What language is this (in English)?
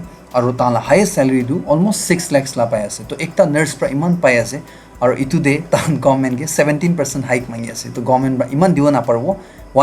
Naga Pidgin